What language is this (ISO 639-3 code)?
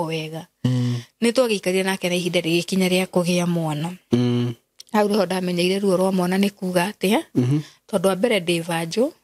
kik